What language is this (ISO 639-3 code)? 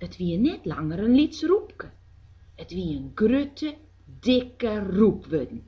fry